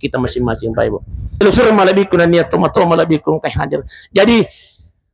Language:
Buginese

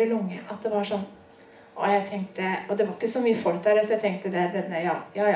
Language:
Norwegian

